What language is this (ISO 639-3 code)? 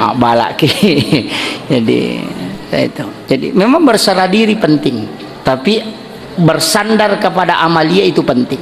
bug